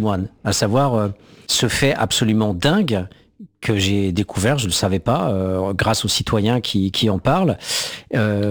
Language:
French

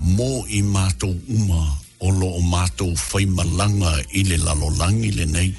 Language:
Samoan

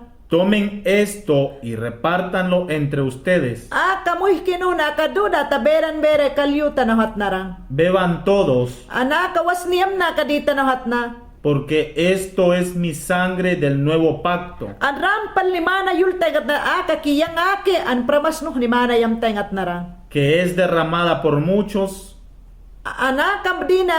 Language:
Mayangna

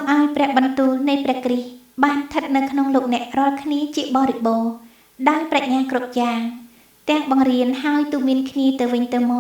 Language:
Khmer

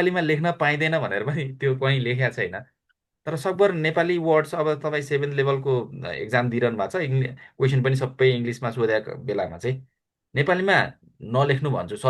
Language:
Nepali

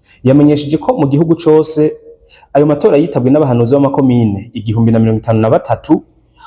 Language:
Rundi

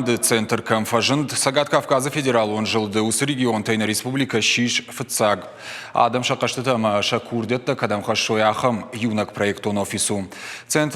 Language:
Ossetic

